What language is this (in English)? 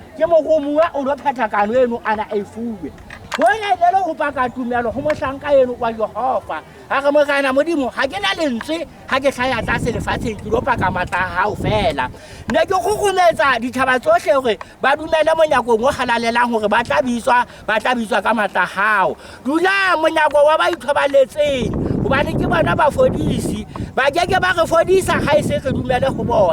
Southern Sotho